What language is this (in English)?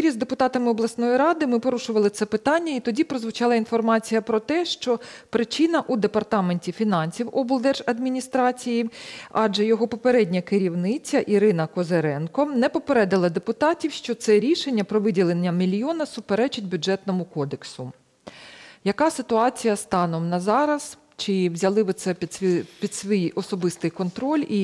Ukrainian